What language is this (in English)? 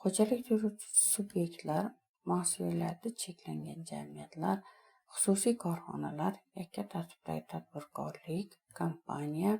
Uzbek